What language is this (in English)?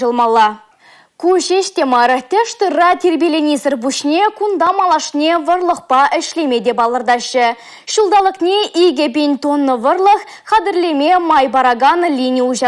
Chuvash